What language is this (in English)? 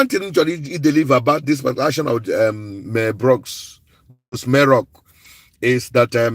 Igbo